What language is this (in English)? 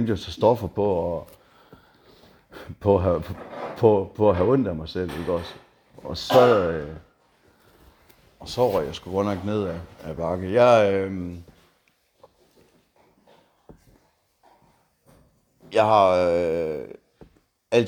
Danish